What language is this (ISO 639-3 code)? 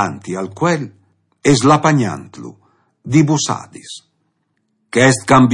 fur